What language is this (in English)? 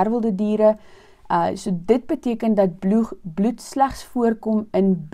Afrikaans